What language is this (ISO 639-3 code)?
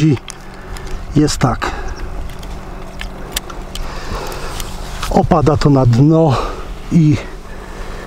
pol